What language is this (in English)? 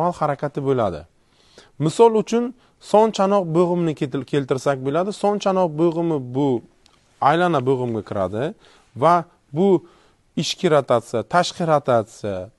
Uzbek